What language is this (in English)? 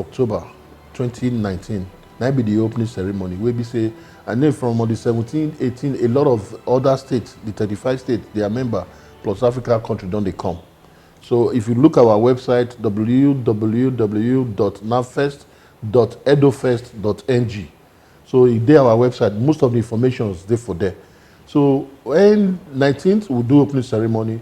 Nigerian Pidgin